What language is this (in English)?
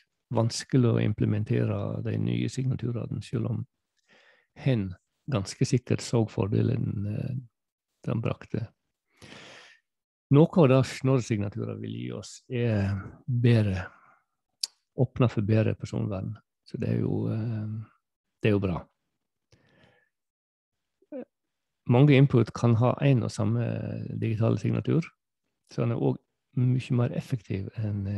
Norwegian